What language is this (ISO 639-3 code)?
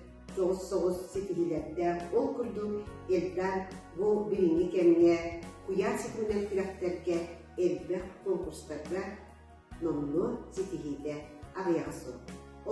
sah